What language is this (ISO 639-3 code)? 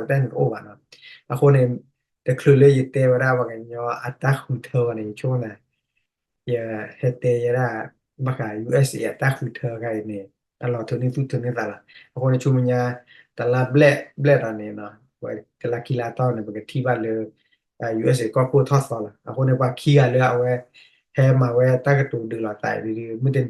ksw